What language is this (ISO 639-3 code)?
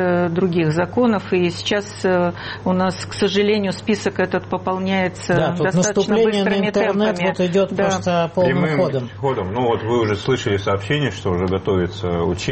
rus